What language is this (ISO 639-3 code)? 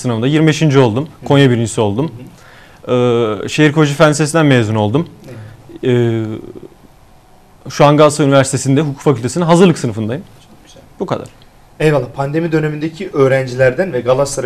tur